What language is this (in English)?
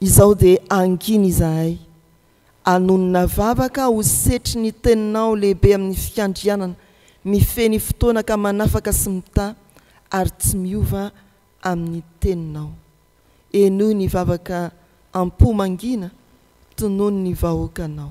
Malagasy